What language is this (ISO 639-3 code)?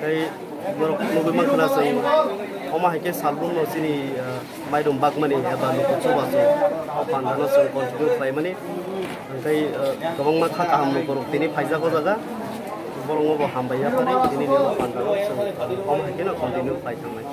trp